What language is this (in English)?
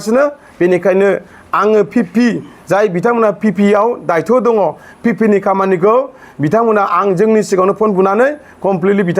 Bodo